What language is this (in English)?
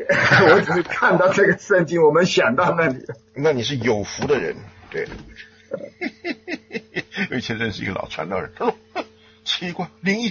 Chinese